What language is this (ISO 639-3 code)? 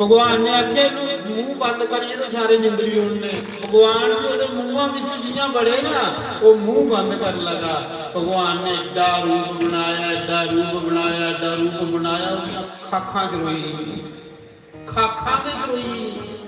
doi